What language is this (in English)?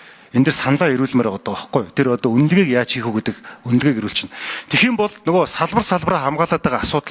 Mongolian